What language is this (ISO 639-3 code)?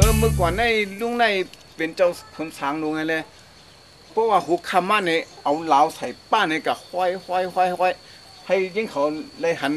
shn